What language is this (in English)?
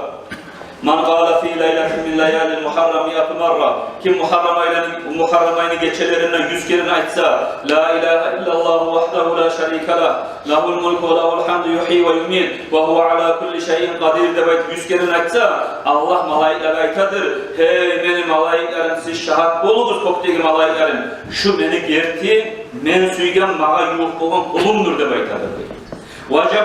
Kumyk